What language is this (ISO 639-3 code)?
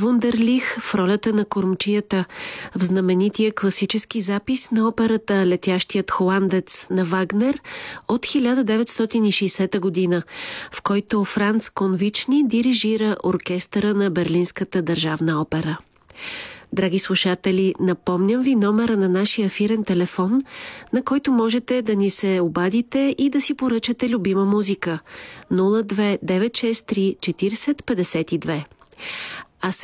bul